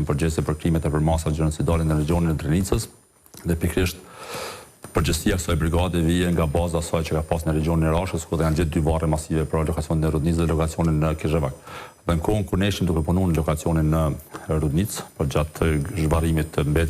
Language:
Albanian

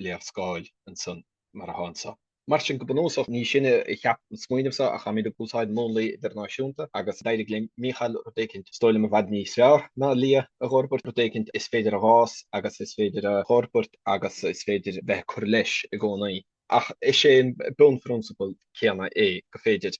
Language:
Irish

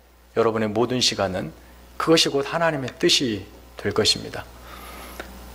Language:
Korean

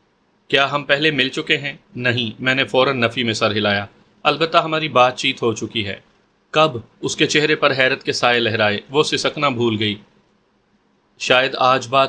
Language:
Urdu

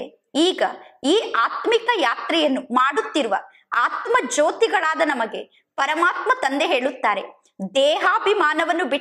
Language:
Kannada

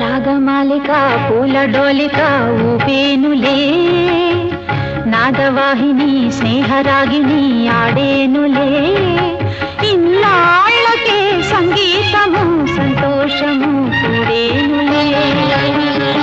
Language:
Telugu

